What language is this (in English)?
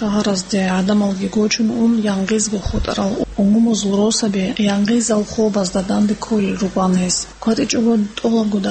Avaric